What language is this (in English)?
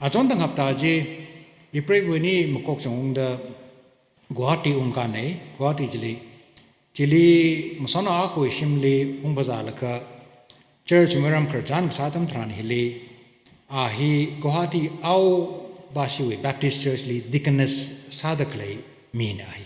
Tangkhul Naga (India)